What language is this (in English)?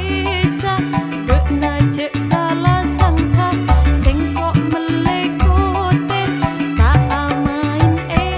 Madurese